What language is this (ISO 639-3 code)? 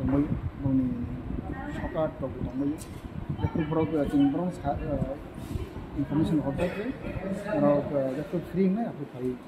trp